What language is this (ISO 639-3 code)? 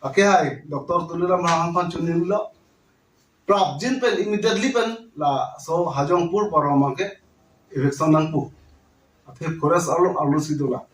mjw